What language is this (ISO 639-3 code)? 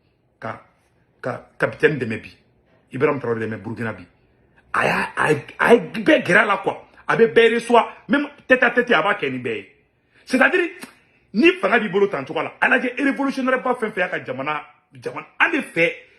bam